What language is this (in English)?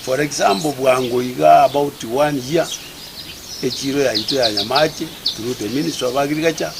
Gusii